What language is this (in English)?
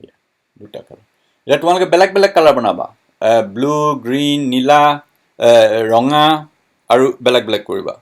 Assamese